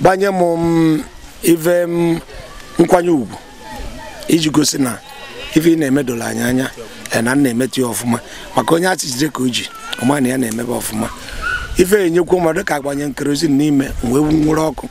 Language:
Igbo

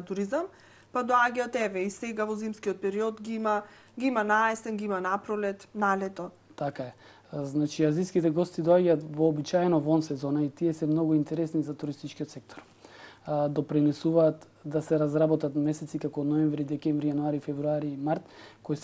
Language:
Macedonian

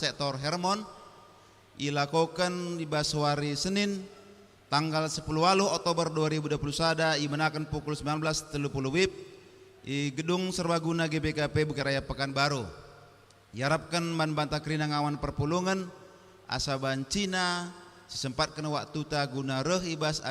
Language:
Batak Karo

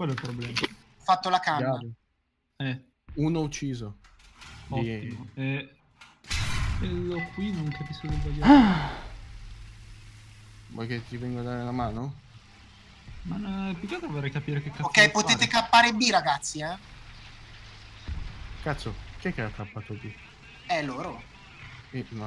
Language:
Italian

